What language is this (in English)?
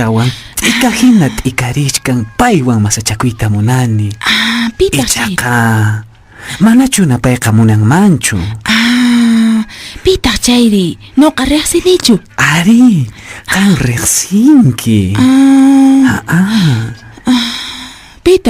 Quechua